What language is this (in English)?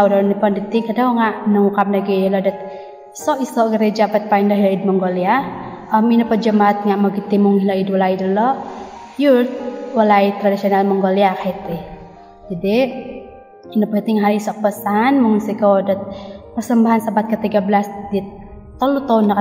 Central Dusun